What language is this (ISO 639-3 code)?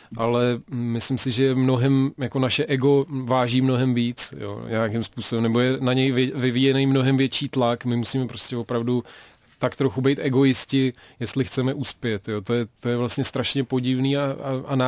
ces